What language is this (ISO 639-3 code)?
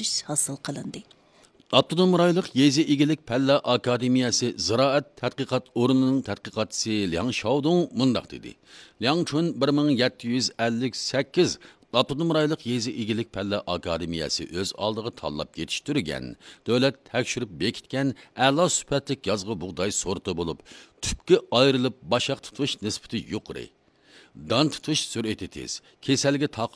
uig